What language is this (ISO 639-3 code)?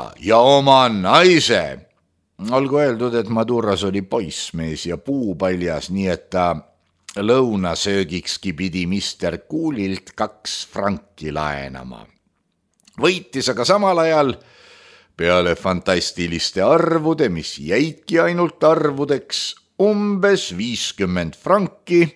est